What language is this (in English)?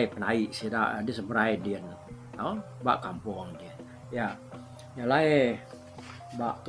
Iban